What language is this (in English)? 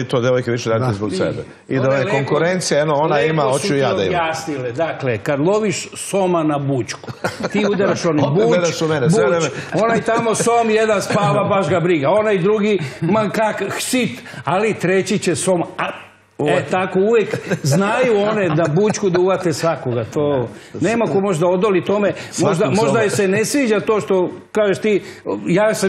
Serbian